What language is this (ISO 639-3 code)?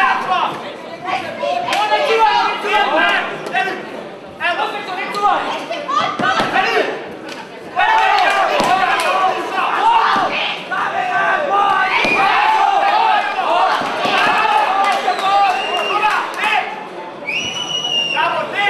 slk